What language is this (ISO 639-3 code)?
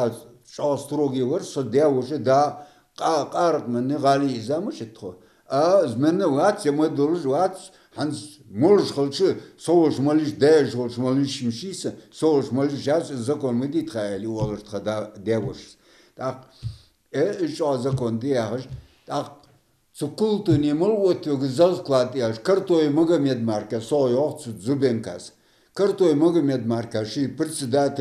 inh